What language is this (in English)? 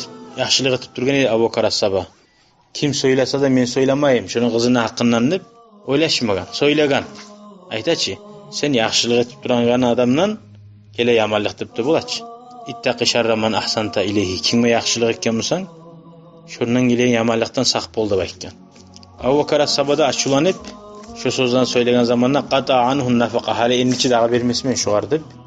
Kumyk